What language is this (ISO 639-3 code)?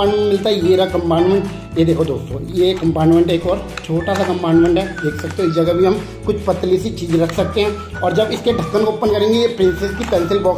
hin